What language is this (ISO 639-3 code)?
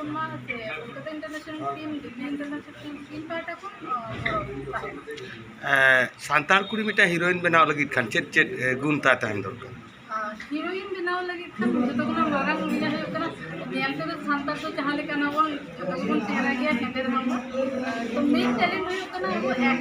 sat